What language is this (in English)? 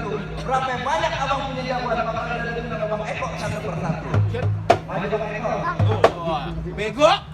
Betawi